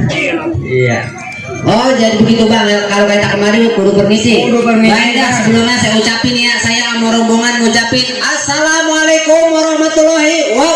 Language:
Betawi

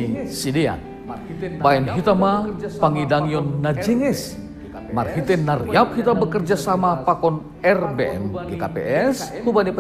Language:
Batak Simalungun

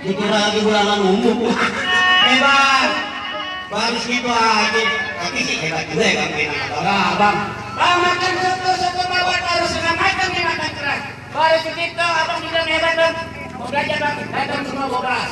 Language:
Betawi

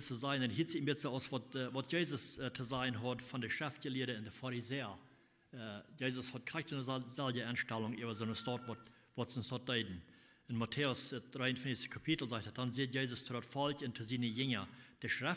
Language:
Plautdietsch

